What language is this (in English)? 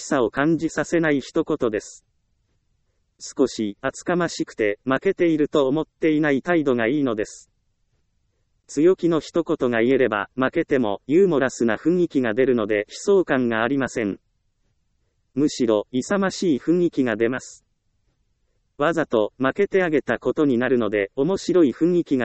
Japanese